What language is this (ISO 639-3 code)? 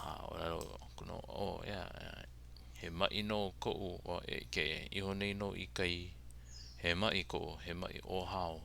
haw